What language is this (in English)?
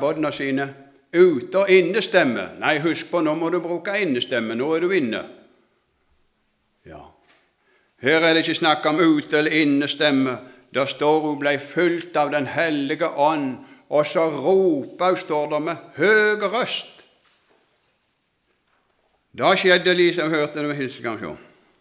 Norwegian